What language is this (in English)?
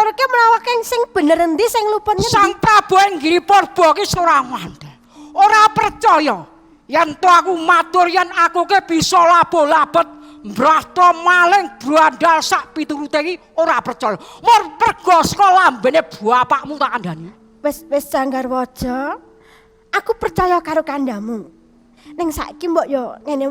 Javanese